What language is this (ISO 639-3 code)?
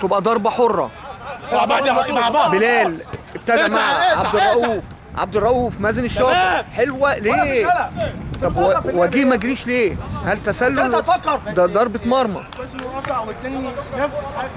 arz